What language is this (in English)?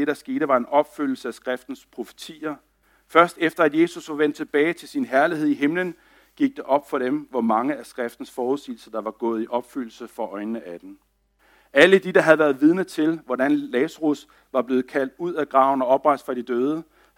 Danish